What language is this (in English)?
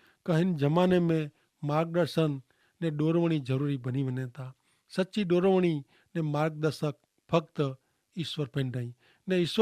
Kachhi